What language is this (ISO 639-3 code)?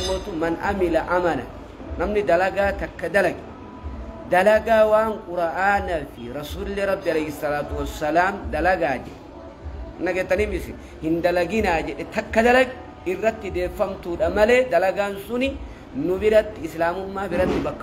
orm